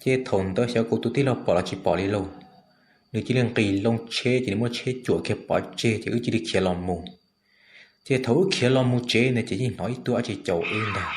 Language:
Hmong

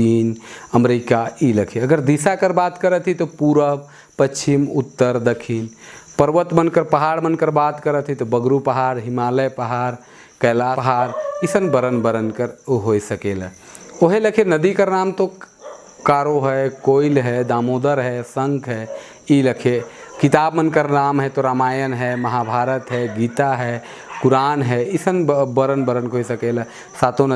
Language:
Sadri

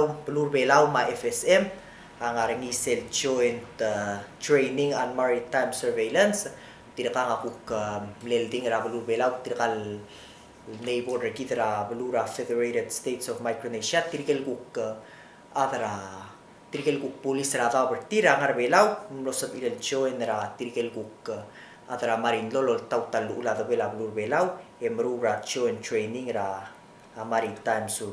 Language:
Palauan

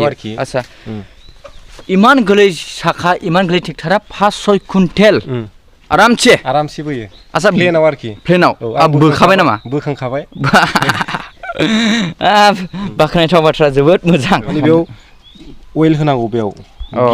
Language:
Bodo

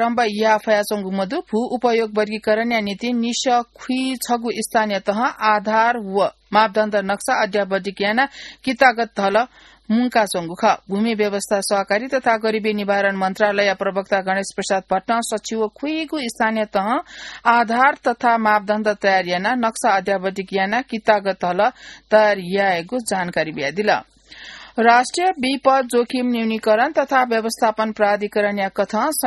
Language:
Newari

